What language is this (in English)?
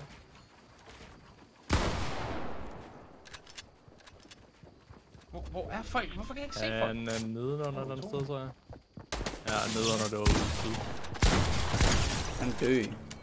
Danish